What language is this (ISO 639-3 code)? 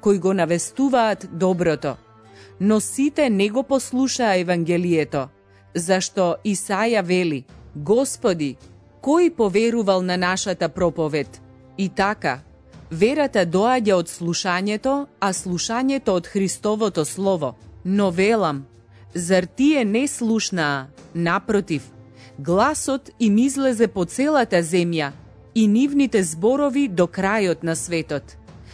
mkd